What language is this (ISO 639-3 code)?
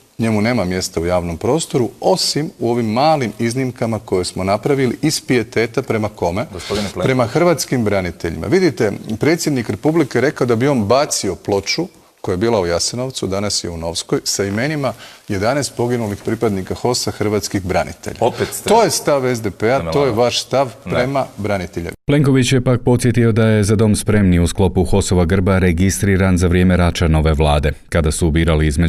hrv